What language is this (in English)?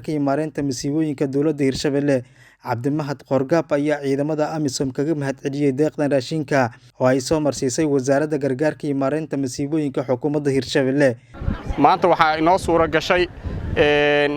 Somali